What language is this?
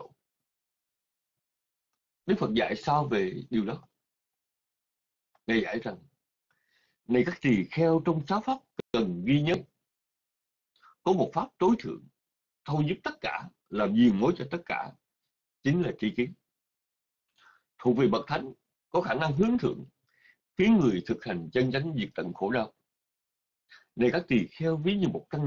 Vietnamese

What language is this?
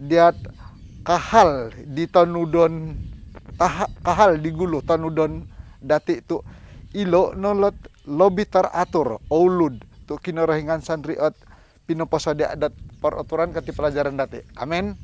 Central Dusun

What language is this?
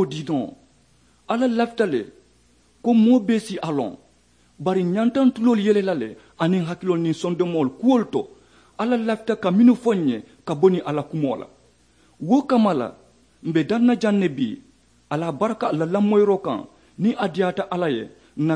Mandingo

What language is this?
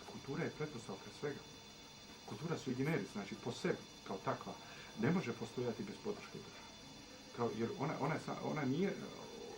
Bosnian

